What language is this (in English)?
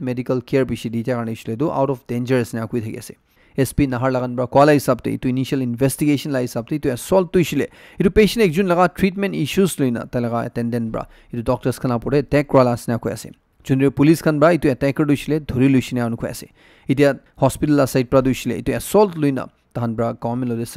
Naga Pidgin